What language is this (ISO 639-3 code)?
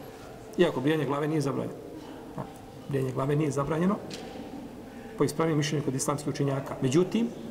bos